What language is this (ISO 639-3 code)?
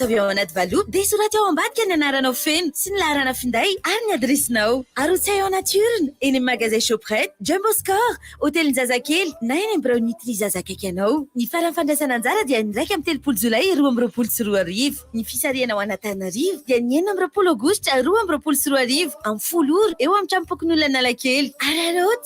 mlg